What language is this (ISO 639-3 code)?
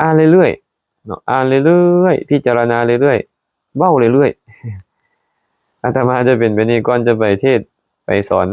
lao